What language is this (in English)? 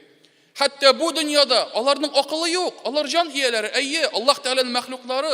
Tatar